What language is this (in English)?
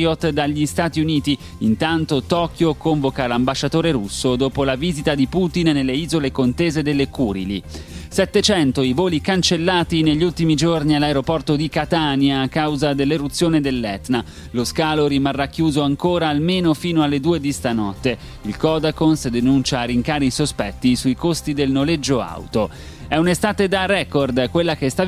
Italian